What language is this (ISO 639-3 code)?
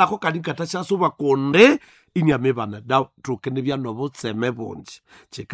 nnb